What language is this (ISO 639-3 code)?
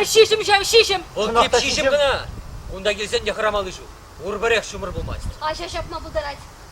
chv